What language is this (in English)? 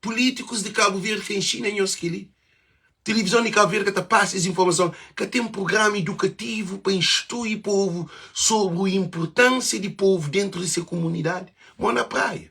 Kabuverdianu